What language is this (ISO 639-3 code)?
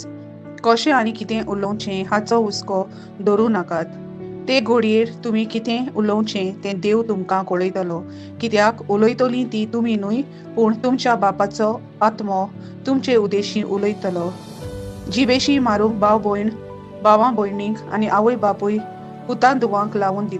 kok